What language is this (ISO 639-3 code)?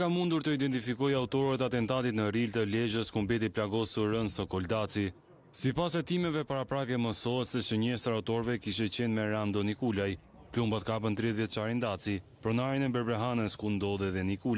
sqi